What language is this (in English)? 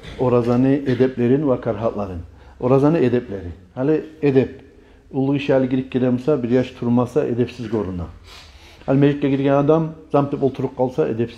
Kumyk